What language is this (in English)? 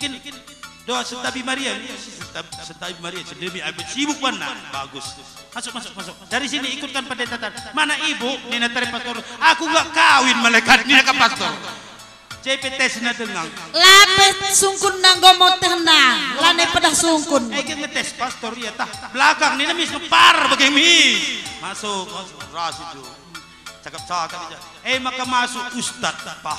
Batak Karo